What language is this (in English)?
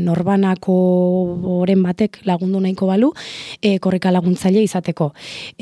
Basque